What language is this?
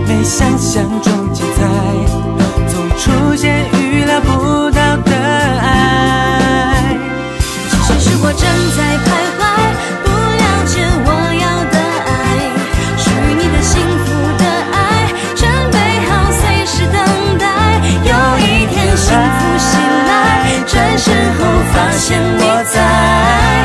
Chinese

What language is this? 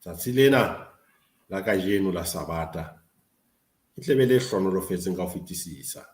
Southern Sotho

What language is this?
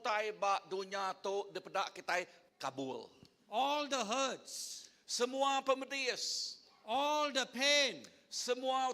Iban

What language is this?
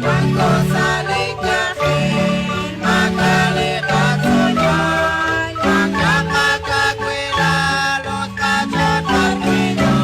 Kekchí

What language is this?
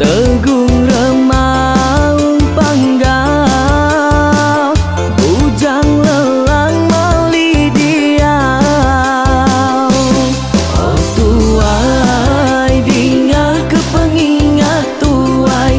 Iban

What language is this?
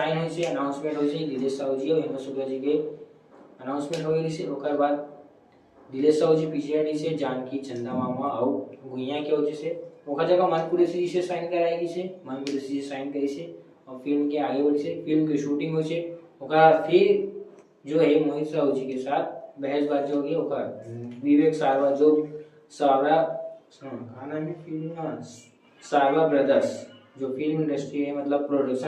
Chhattisgarhi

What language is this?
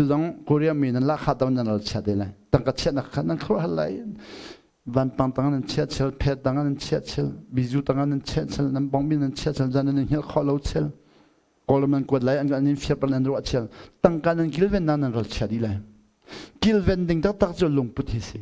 Hakha Chin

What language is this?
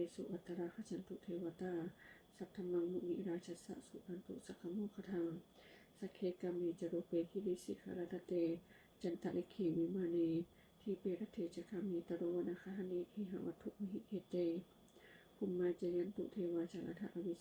Pali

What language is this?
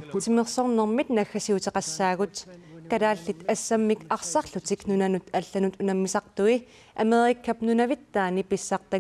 Kalaallisut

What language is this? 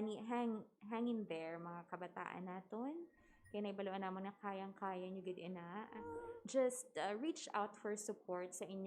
Hiligaynon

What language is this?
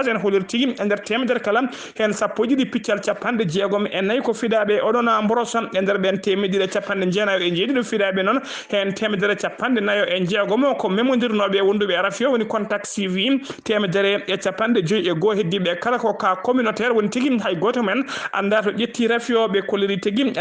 Fula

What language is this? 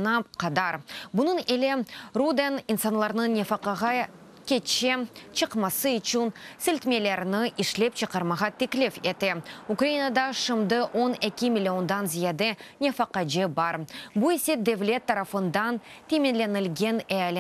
Crimean Tatar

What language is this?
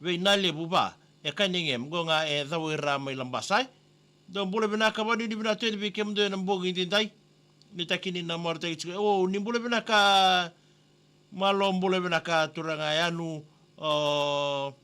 Fijian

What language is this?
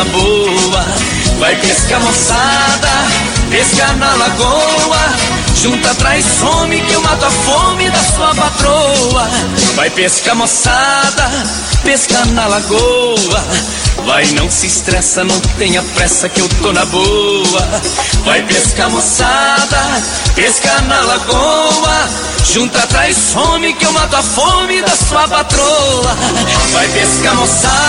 Portuguese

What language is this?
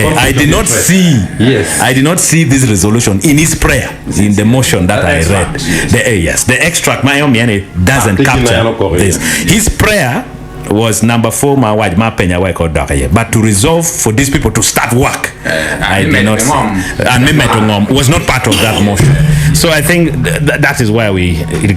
Acoli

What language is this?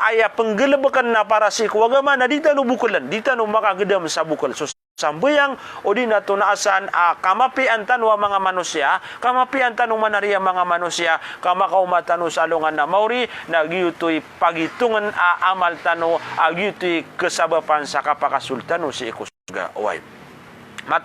Maranao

